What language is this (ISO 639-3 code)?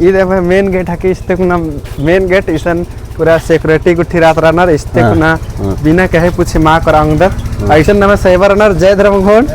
kru